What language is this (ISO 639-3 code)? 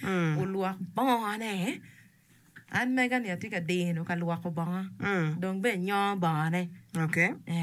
ach